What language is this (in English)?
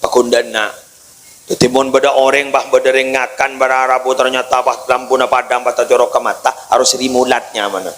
Madurese